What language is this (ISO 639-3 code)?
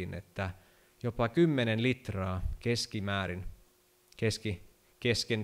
fin